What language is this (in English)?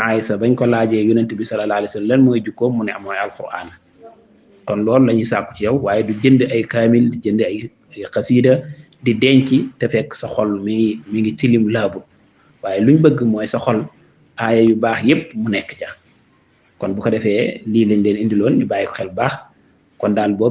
Wolof